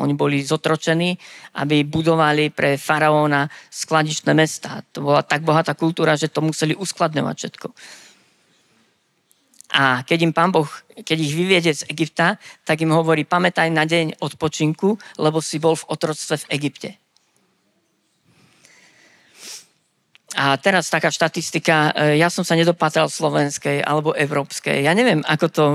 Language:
Slovak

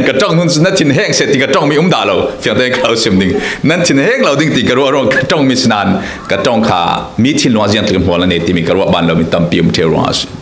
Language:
Falam Chin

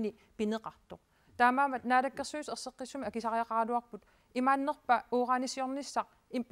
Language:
Kalaallisut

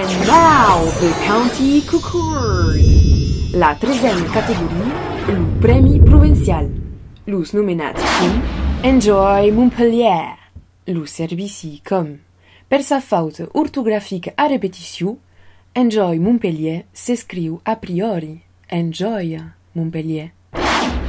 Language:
Occitan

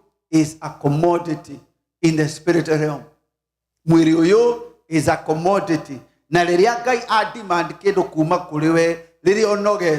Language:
Kikuyu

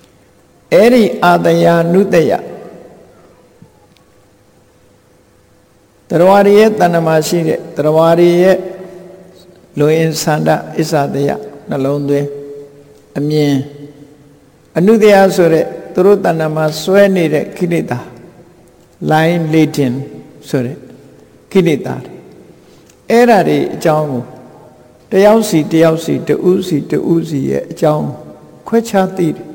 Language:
Burmese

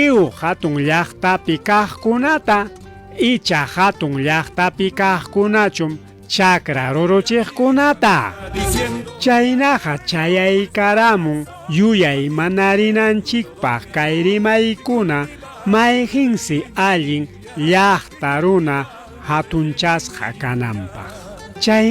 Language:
Ayacucho Quechua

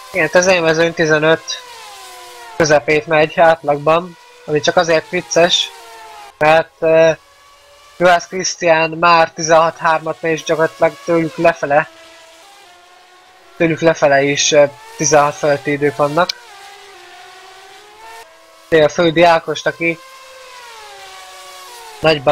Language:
Hungarian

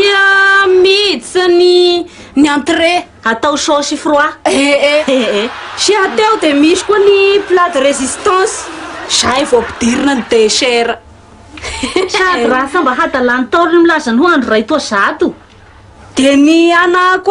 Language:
Malagasy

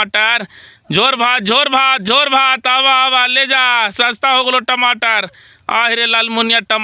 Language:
Magahi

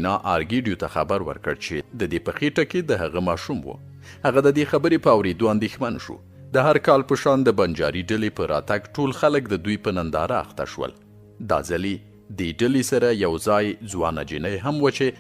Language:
Pashto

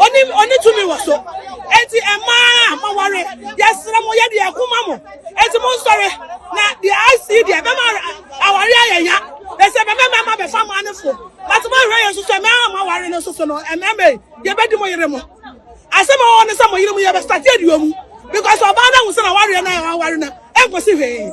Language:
Akan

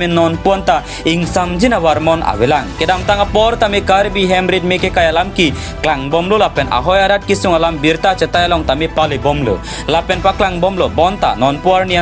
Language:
Karbi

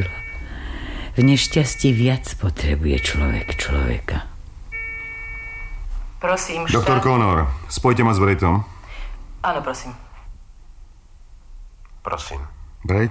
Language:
Slovak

